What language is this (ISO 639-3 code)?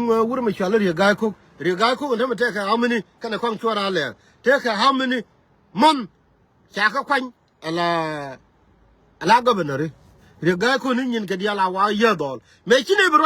nus